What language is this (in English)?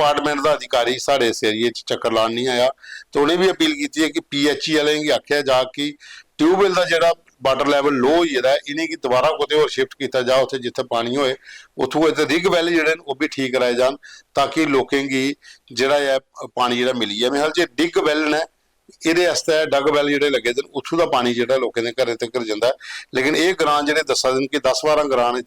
Dogri